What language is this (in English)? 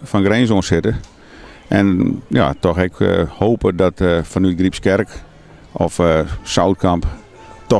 Western Frisian